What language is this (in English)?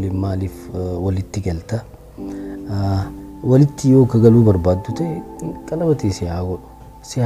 Oromo